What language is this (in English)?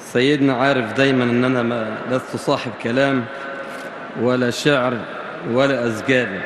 Egyptian Arabic